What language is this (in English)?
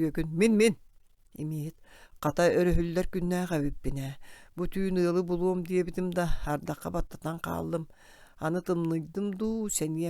Yakut